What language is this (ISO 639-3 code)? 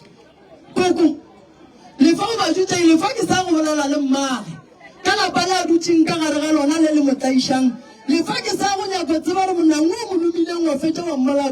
nso